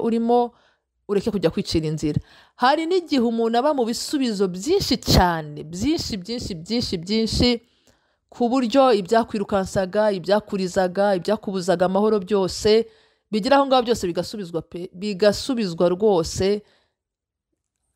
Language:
Kinyarwanda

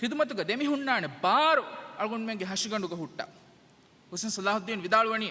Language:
Divehi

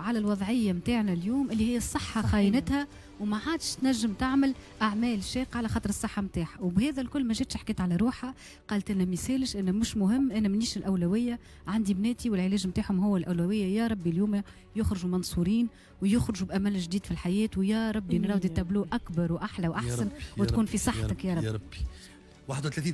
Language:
Tunisian Arabic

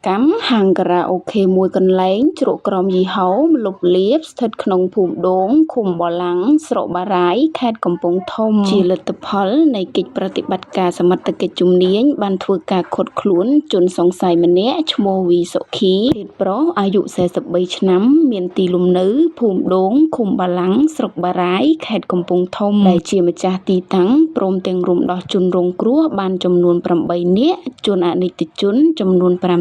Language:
Khmer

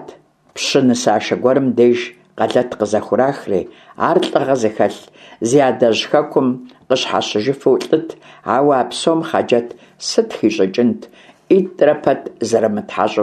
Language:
Kabardian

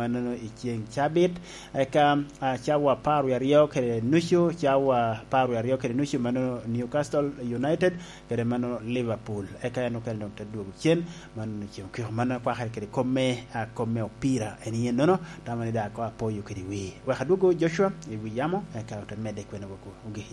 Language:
Lango (Uganda)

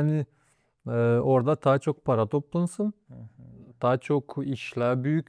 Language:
Gagauz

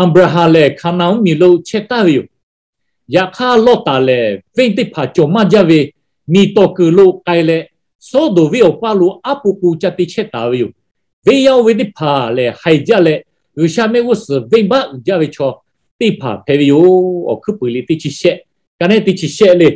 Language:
Lahu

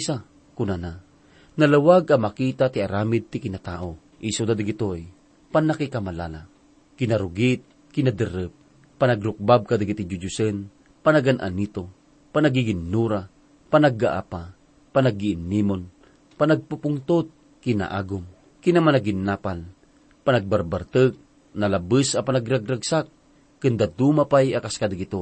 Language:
Iloko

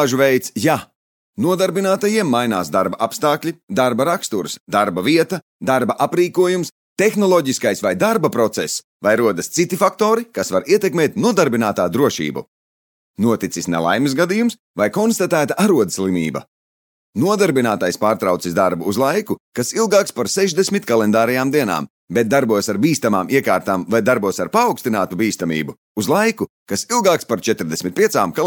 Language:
Latvian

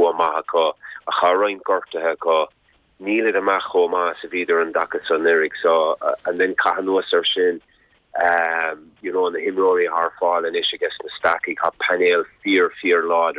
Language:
Irish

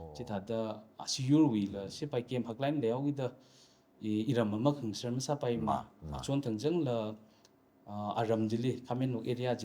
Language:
Tangkhul Naga (India)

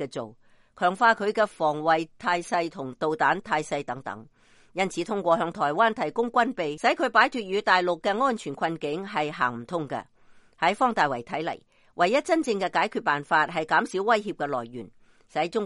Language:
Cantonese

